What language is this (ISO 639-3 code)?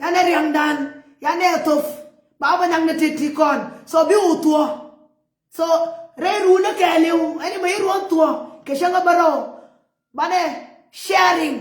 nus